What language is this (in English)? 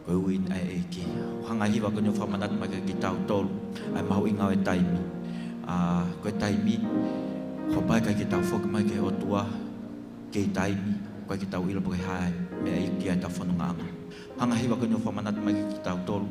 Tongan